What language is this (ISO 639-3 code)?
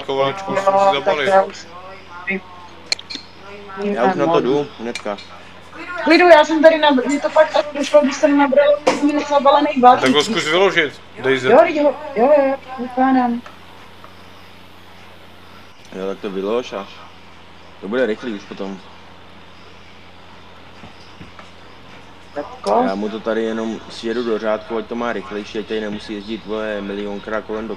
ces